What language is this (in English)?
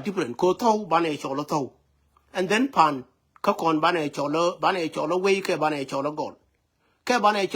Nuer